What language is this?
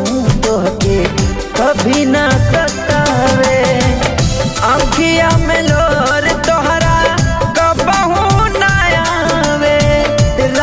Bhojpuri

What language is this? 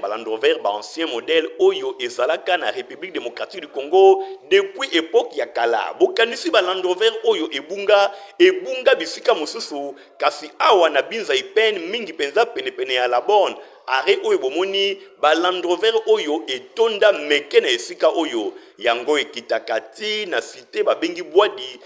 Lingala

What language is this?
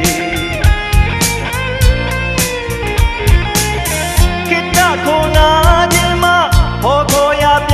Burmese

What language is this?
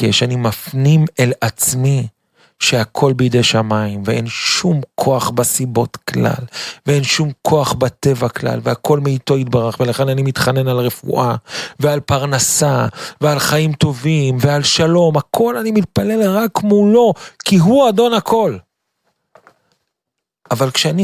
Hebrew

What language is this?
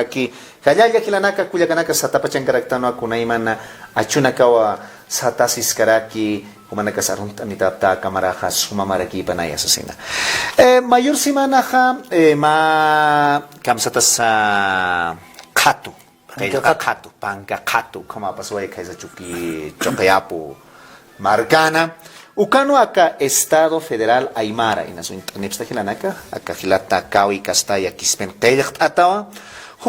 Aymara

